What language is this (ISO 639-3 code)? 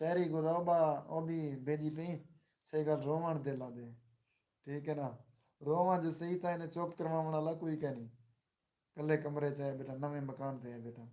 skr